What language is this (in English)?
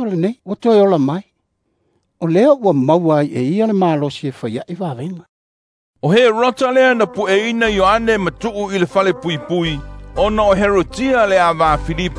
Samoan